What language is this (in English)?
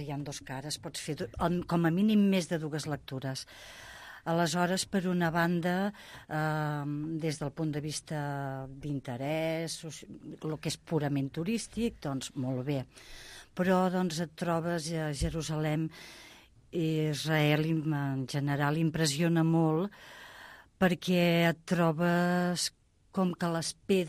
Catalan